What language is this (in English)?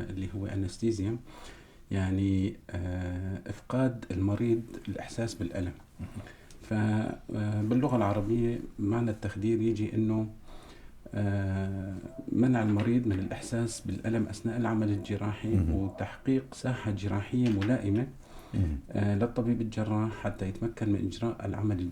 North Levantine Arabic